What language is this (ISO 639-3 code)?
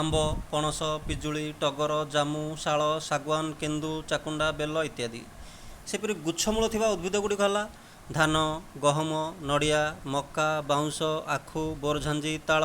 ori